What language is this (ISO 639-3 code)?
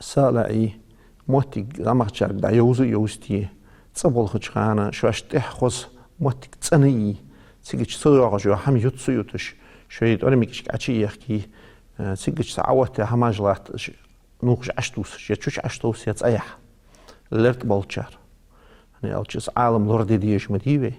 inh